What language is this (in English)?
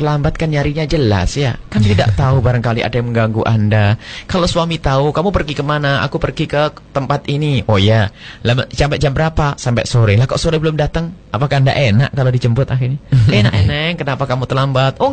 Indonesian